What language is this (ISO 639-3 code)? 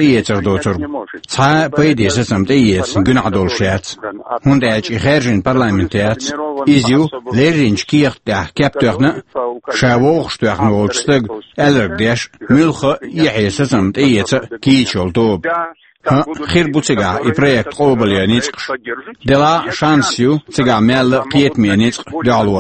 che